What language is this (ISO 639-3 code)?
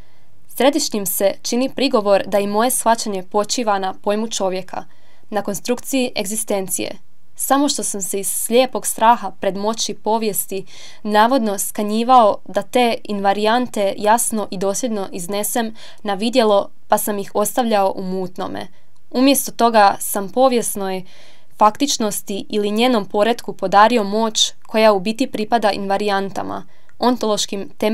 hrv